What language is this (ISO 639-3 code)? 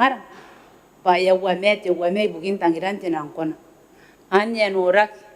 gil